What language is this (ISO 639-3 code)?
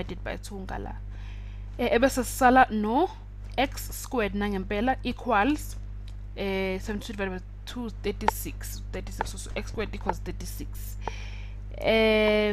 zul